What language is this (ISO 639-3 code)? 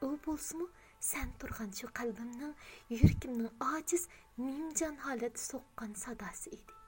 uig